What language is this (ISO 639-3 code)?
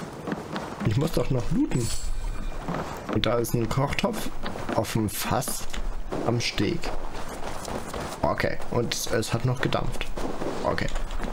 deu